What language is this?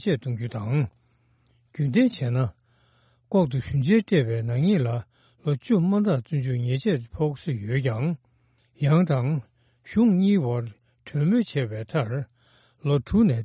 Tibetan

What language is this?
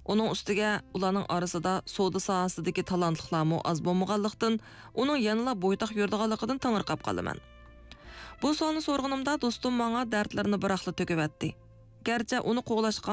Uyghur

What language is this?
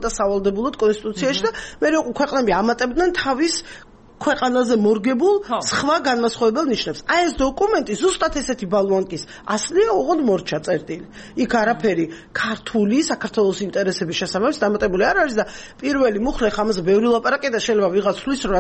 Georgian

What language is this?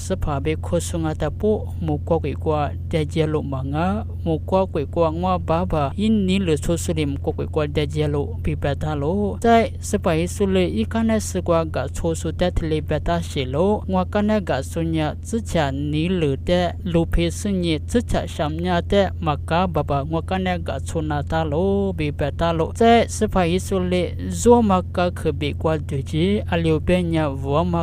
Lisu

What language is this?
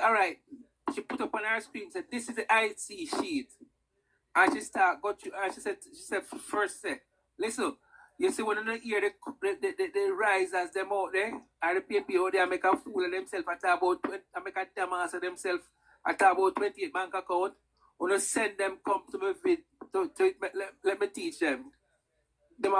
Jamaican Creole English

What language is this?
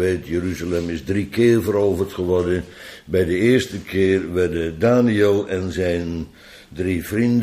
Dutch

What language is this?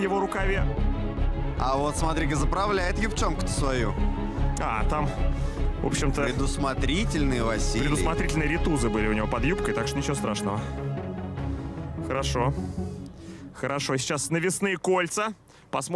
Russian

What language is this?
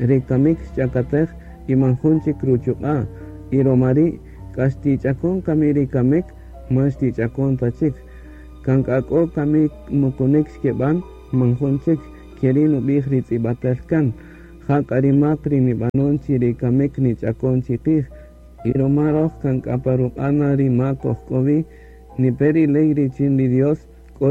Kaqchikel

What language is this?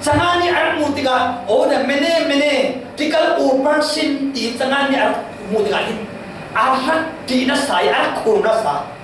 Falam Chin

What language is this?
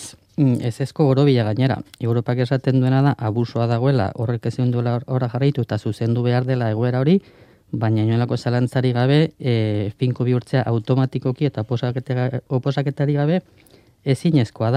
Basque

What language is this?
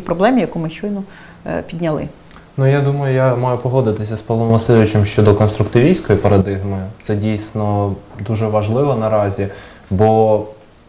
Ukrainian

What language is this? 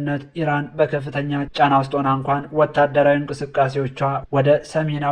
Amharic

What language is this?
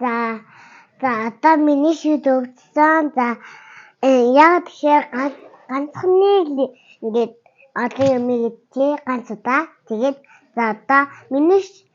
Mongolian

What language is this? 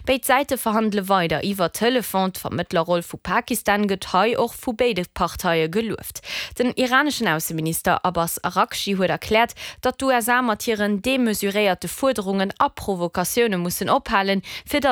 Luxembourgish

